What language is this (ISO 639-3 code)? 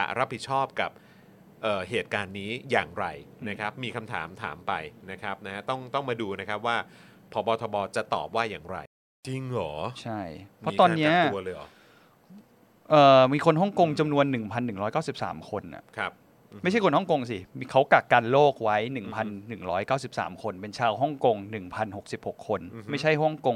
tha